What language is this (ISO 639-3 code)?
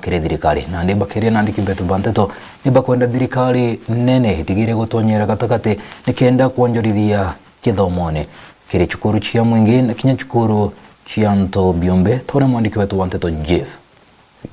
mer